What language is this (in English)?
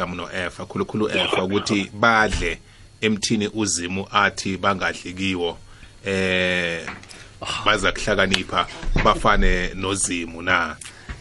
South Ndebele